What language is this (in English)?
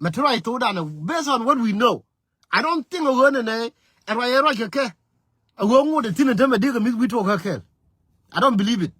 Nuer